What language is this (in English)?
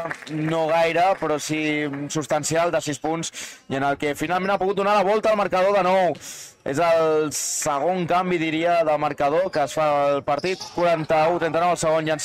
Catalan